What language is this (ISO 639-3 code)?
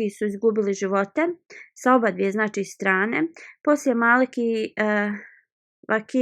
bos